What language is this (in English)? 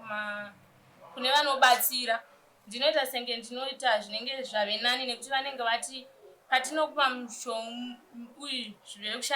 Shona